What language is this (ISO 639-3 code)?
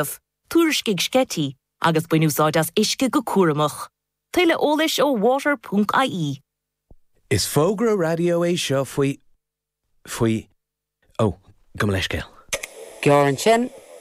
gle